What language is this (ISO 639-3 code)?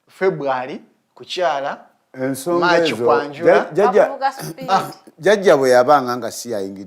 lug